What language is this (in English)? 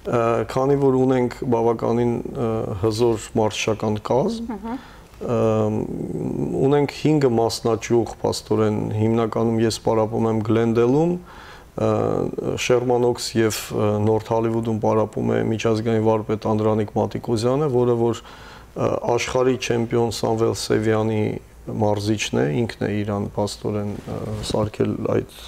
Western Armenian